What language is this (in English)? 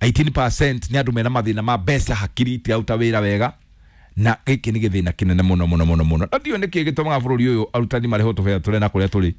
Kikuyu